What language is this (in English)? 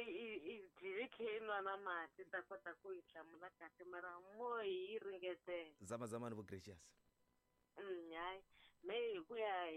Tsonga